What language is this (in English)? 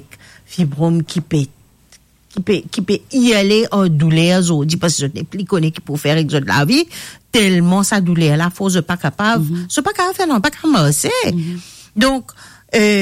Morisyen